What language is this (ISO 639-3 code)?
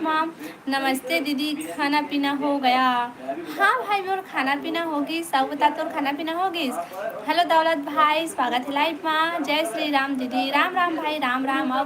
hne